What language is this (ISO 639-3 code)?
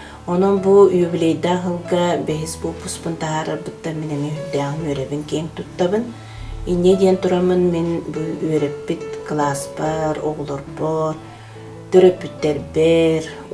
sah